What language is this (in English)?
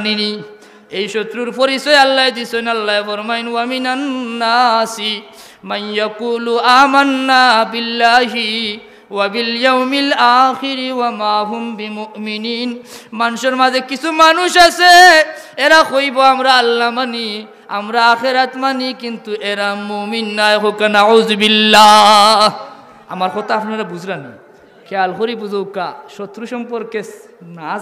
Sylheti